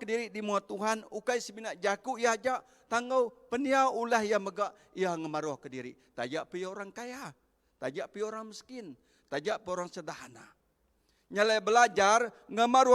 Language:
Iban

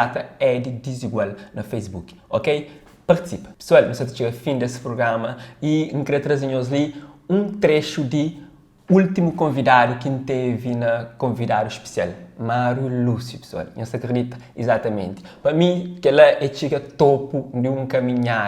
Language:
Kabuverdianu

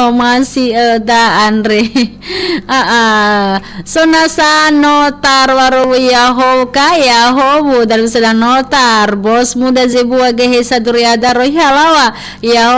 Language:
Nias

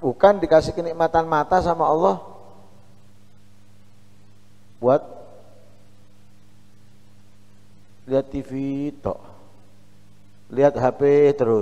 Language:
Indonesian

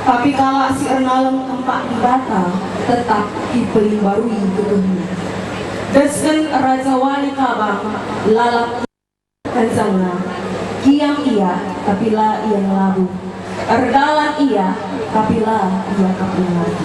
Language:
Batak Karo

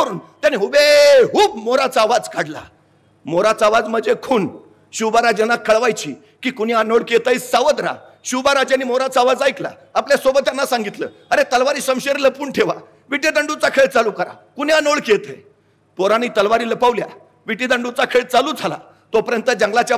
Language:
Marathi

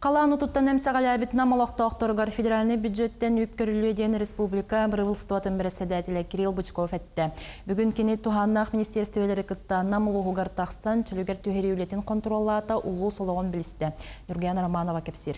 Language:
Yakut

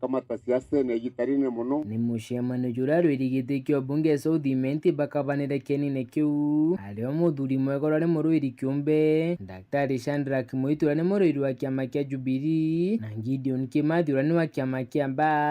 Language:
Meru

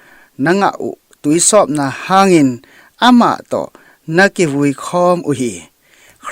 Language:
Tedim Chin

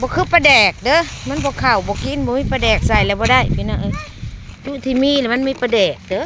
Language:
Northeastern Thai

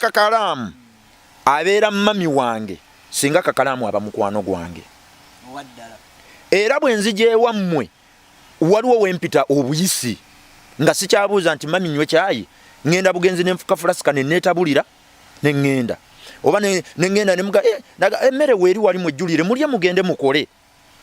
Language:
Ganda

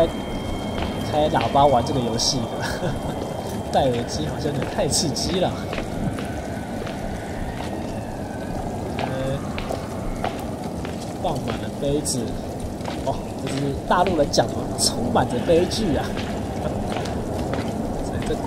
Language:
Chinese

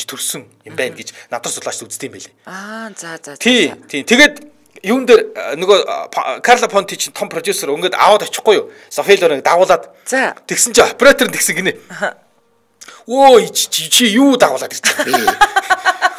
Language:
Mongolian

